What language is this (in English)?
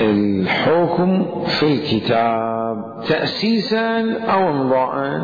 Mesopotamian Arabic